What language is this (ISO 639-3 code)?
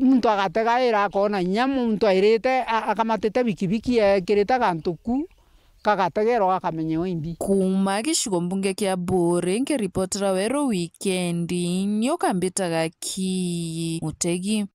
mer